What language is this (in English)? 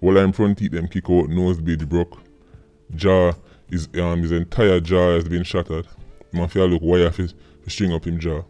Jamaican Creole English